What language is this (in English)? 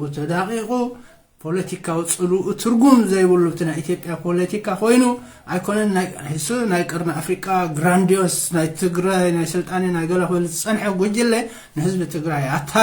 Tigrinya